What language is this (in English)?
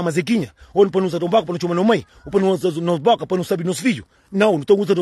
Kabuverdianu